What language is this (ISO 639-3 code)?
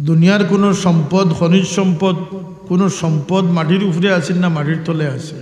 syl